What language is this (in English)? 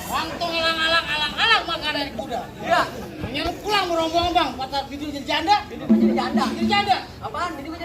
Betawi